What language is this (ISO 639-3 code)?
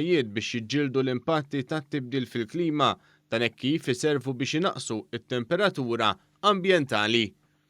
mlt